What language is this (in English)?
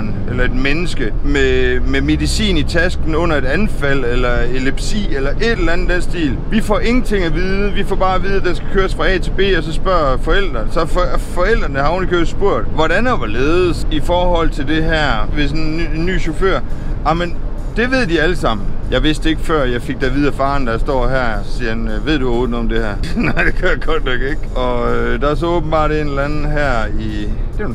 Danish